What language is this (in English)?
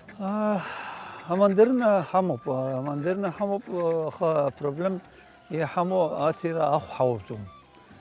Abkhazian